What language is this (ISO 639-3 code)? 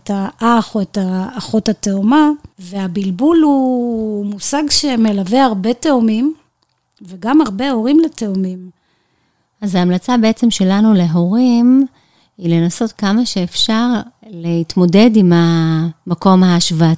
heb